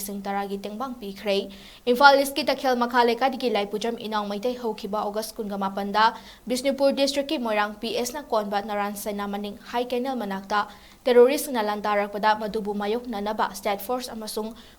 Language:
Manipuri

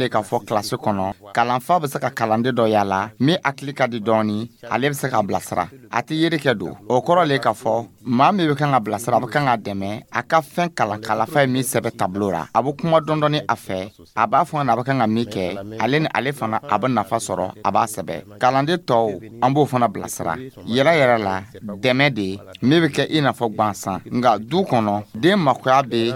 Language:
Dyula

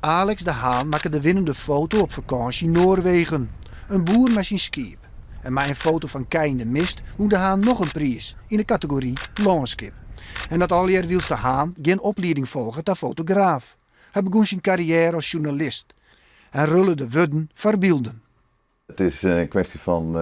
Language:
Western Frisian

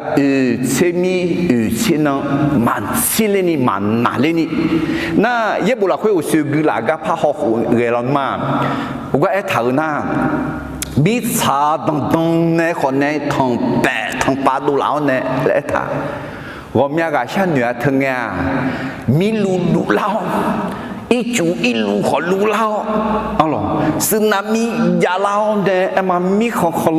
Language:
Akha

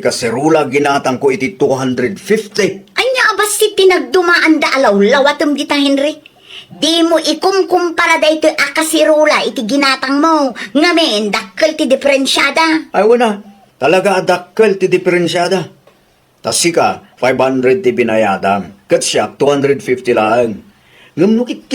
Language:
Iloko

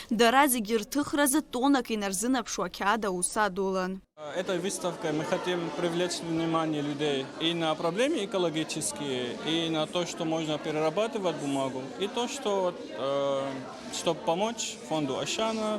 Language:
Abkhazian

